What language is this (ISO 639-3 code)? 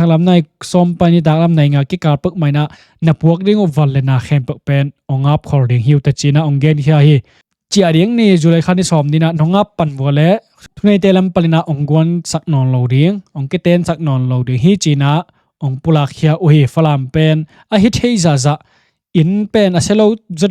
ctd